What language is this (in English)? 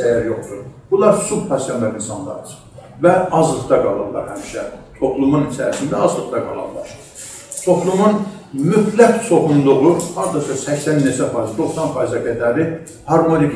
South Azerbaijani